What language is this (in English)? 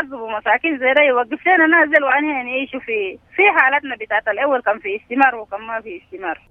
Sudanese Arabic